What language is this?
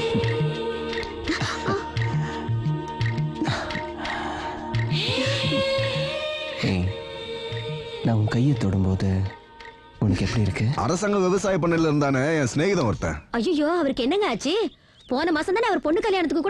Tamil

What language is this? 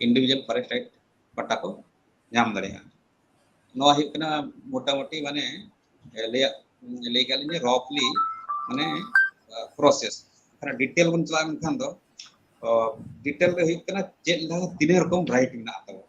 Santali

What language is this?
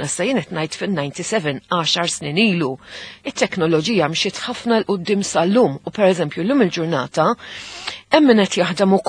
Maltese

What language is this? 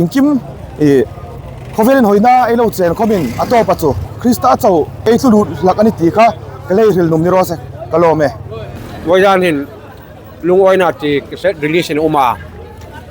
Hmar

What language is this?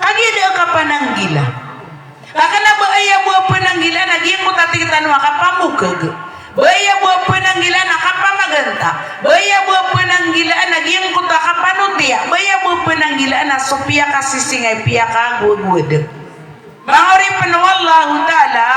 Maranao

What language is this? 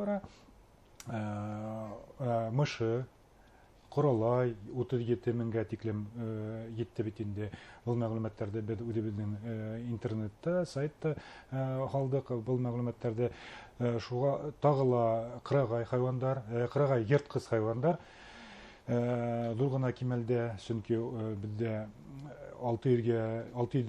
Bashkir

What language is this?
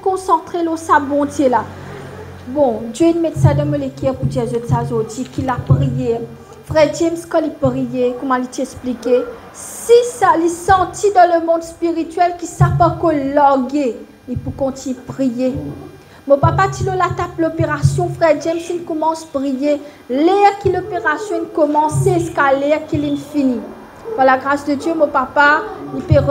Morisyen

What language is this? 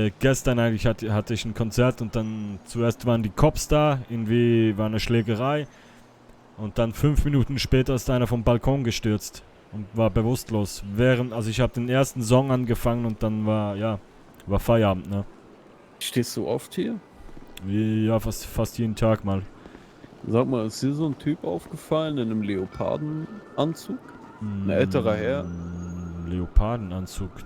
Swiss German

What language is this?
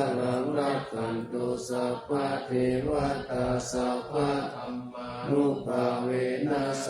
Pali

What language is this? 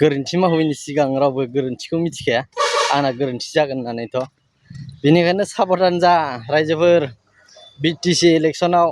Bodo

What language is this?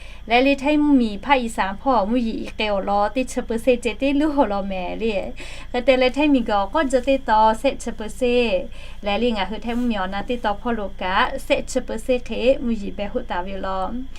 Lahu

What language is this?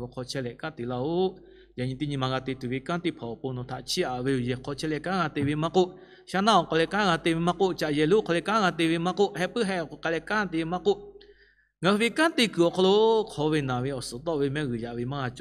Lahu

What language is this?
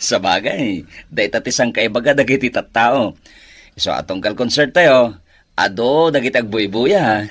Iloko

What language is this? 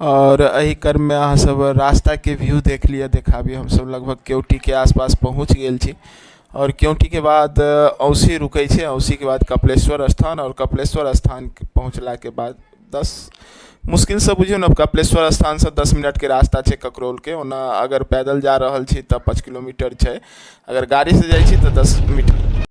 Maithili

